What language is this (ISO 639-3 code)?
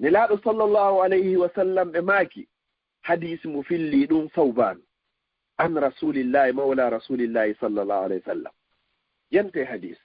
ful